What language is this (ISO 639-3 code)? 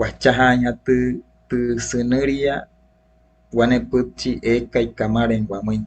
guc